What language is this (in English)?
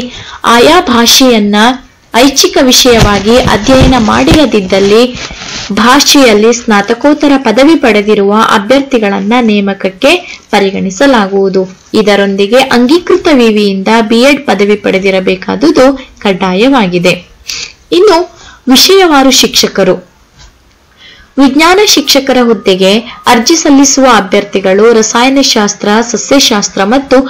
Kannada